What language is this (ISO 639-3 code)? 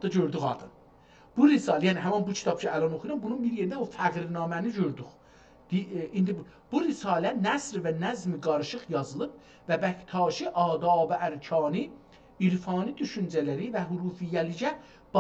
azb